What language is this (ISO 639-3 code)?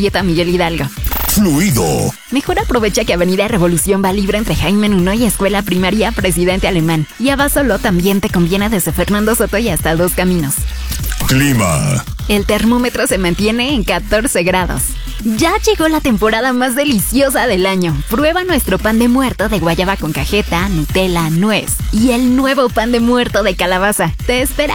spa